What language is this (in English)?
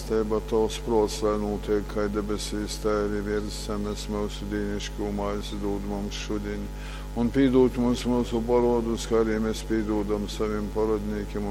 Latgalian